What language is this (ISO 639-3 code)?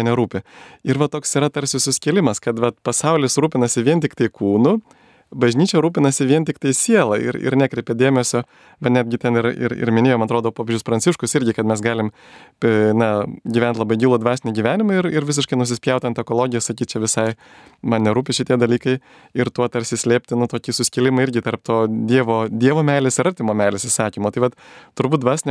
lit